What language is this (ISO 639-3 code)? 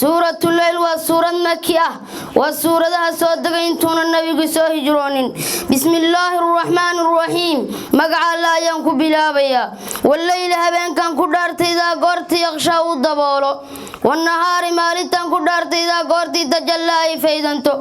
som